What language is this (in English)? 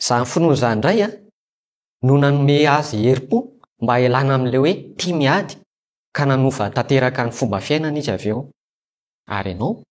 Malagasy